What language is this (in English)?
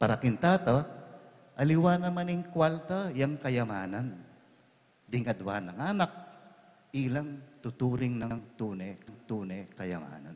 Pampanga